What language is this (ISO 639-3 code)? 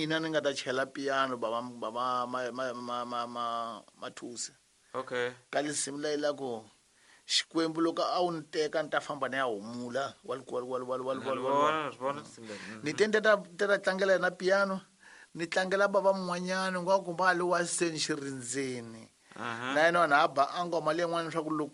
tso